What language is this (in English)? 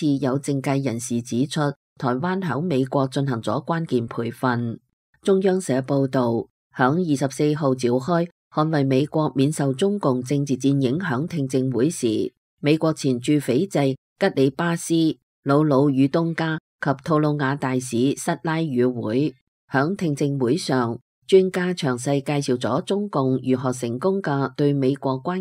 Cantonese